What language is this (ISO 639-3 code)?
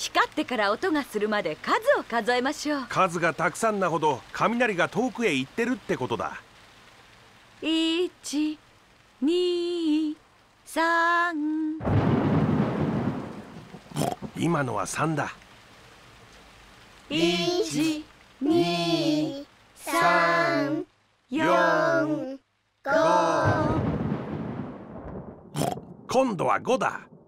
jpn